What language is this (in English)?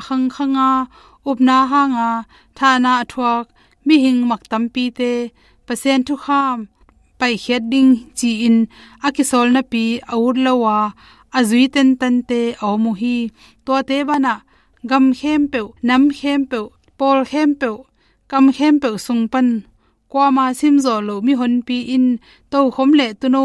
Tedim Chin